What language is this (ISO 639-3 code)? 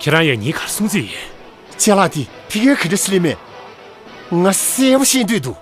bod